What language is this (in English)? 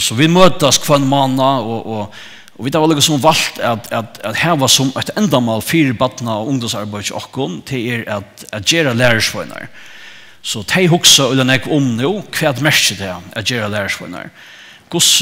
Faroese